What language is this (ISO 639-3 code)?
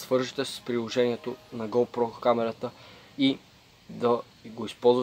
bul